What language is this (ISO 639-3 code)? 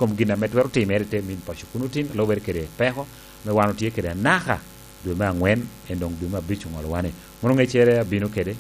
laj